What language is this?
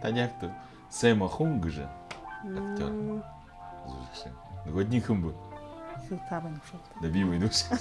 Buriat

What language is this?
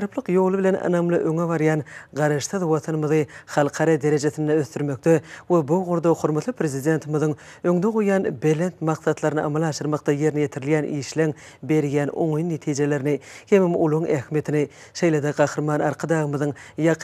Turkmen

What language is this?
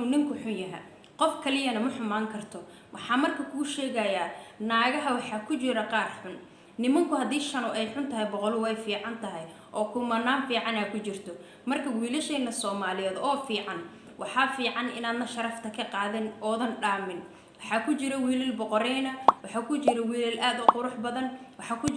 Somali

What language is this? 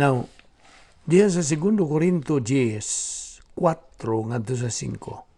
Cebuano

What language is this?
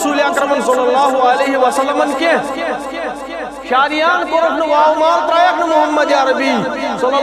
Kashmiri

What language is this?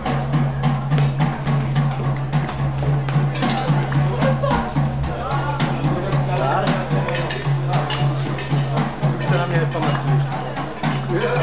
Czech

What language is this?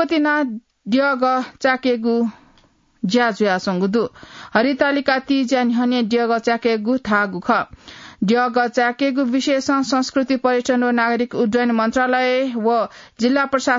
Newari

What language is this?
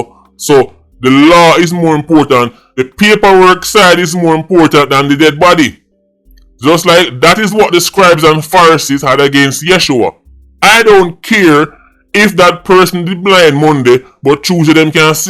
Jamaican Creole English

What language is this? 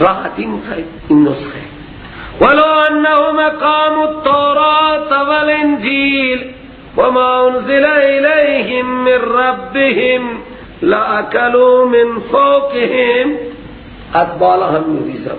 Persian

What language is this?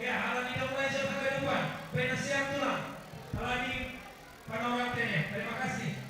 Batak Simalungun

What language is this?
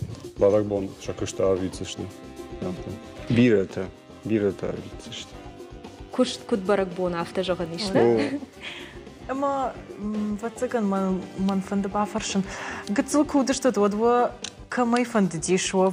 Ossetic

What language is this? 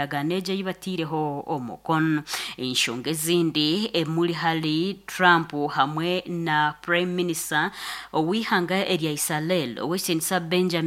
Nyankole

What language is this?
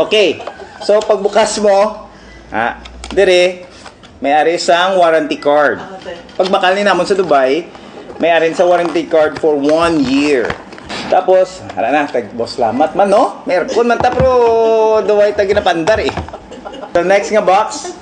Hiligaynon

